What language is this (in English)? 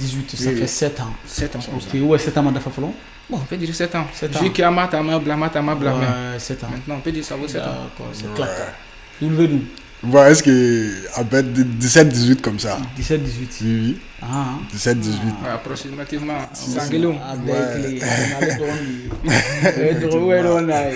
Bambara